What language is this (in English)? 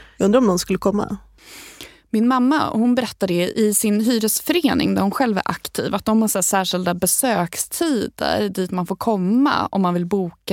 Swedish